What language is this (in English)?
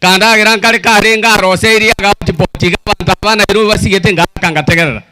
Gusii